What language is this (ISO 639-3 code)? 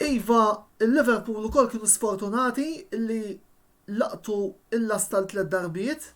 mlt